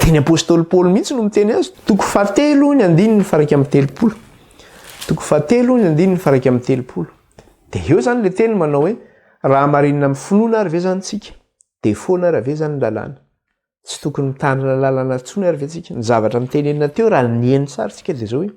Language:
Malagasy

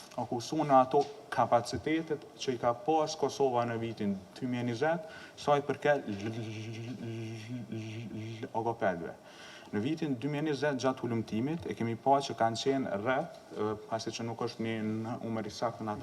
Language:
Albanian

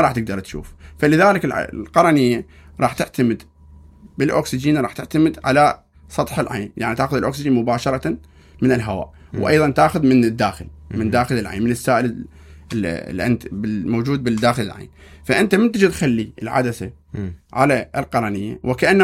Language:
Mesopotamian Arabic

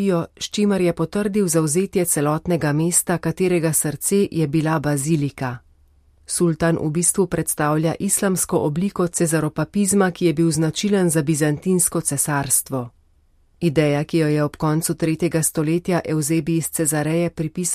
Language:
Slovenian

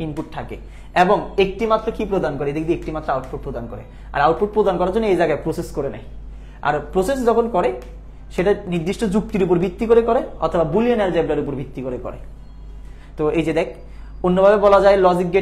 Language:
Bangla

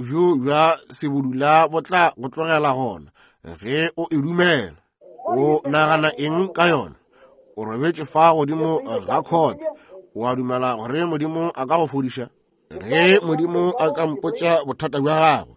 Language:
Northern Sotho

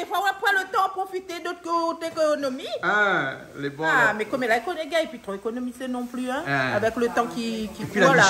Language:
Réunion Creole French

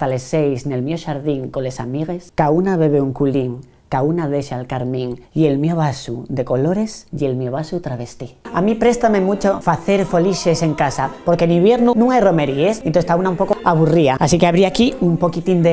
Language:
Asturian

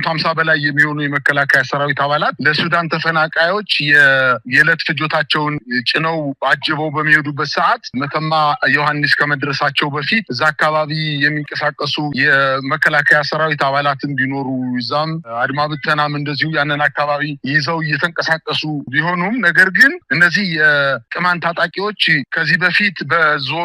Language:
Amharic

